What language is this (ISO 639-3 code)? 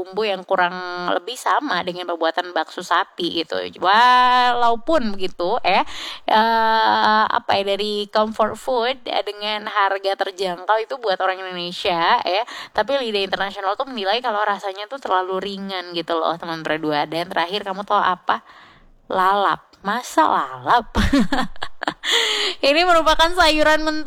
ind